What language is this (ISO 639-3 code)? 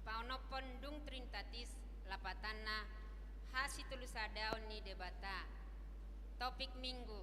bbc